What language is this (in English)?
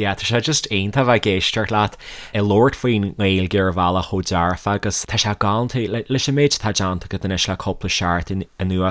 Irish